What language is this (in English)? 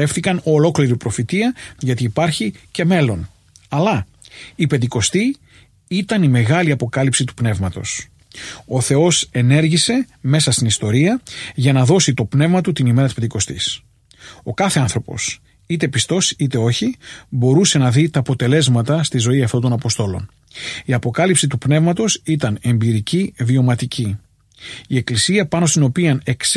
Greek